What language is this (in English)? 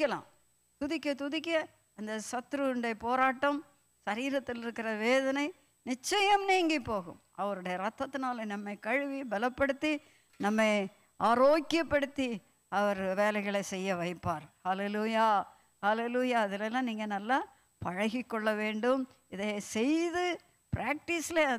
Tamil